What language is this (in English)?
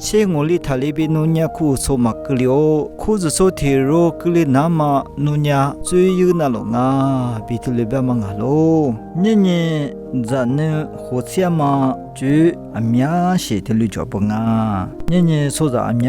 Lisu